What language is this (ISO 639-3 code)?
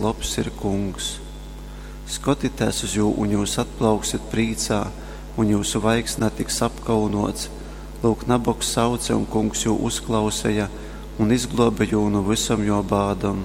ltg